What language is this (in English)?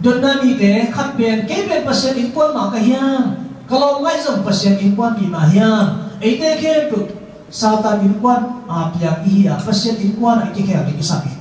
Tedim Chin